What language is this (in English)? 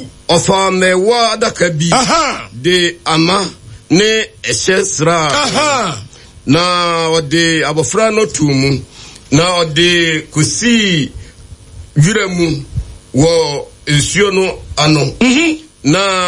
Akan